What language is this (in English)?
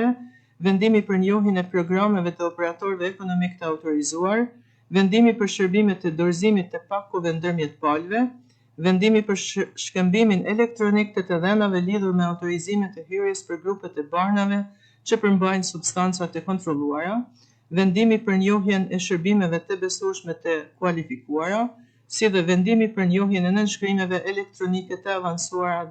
Albanian